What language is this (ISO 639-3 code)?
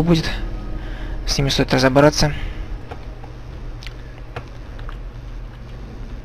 rus